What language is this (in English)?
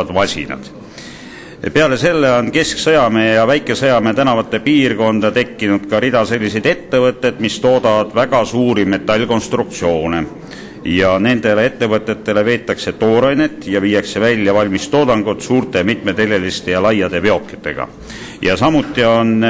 Estonian